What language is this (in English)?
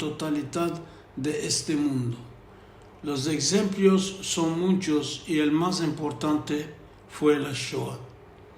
Ladino